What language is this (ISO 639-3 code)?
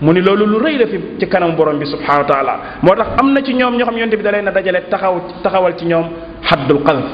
wol